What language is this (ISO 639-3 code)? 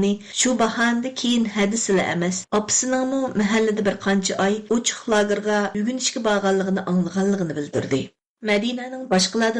uig